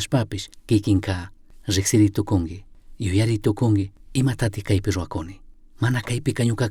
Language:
Chimborazo Highland Quichua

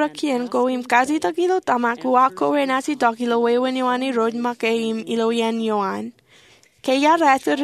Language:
Marshallese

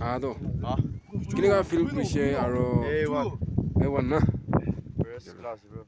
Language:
Naga Pidgin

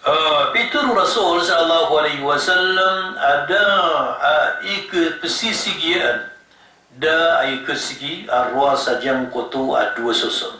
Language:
Maranao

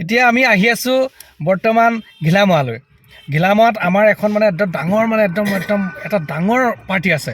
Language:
Assamese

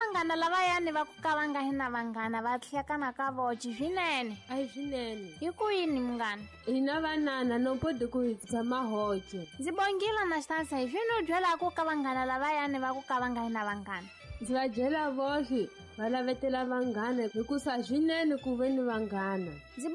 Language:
Tsonga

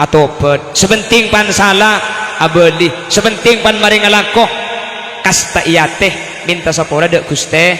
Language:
Madurese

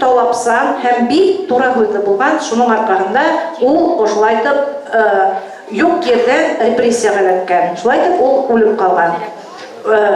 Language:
Bashkir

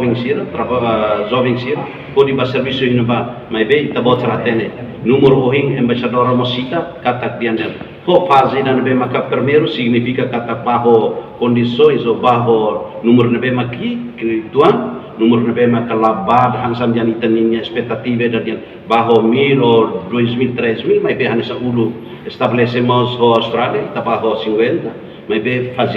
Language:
Tetum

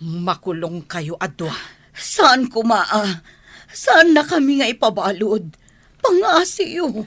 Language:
Iloko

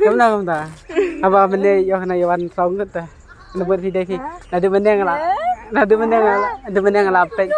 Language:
Khasi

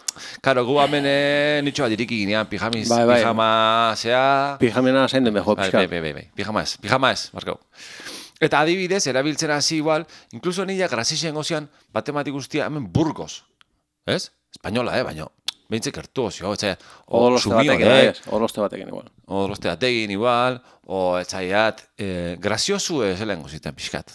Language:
Basque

